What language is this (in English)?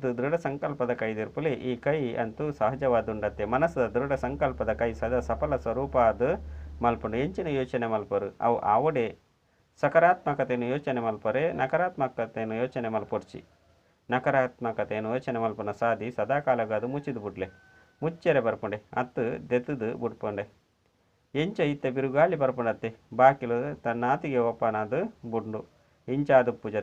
Tulu